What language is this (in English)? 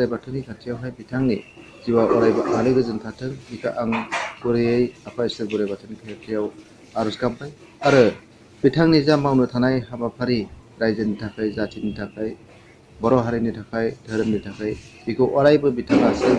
Bodo